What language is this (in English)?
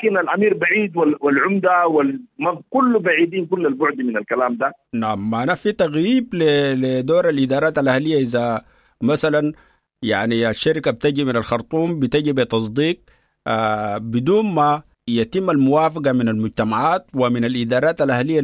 Sudanese Arabic